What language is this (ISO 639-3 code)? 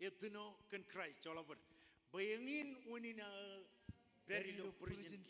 mah